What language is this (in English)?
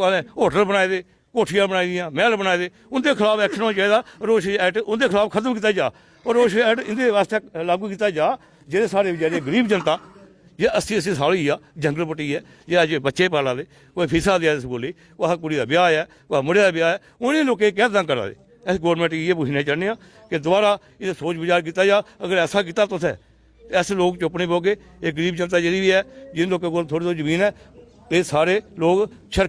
Dogri